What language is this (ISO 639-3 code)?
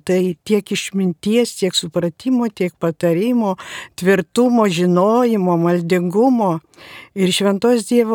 lit